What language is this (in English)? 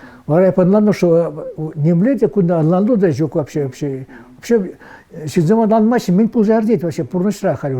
Chuvash